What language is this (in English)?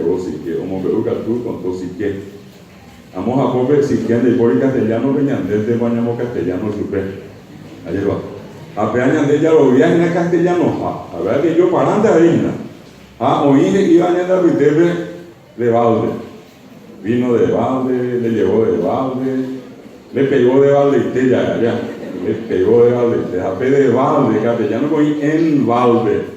Guarani